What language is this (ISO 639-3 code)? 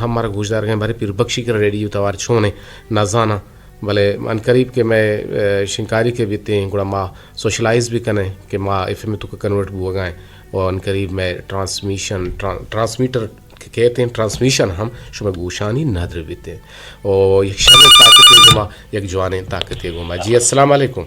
bgp